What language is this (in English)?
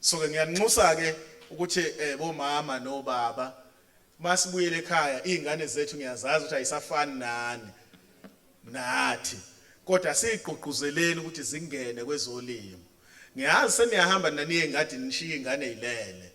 Zulu